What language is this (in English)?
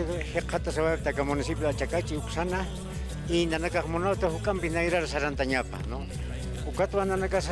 Aymara